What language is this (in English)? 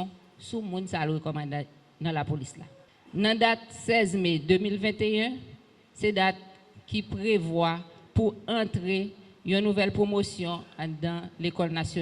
Haitian Creole